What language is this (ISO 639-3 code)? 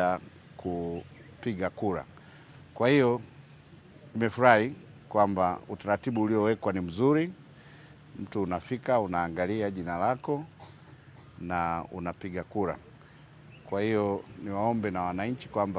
swa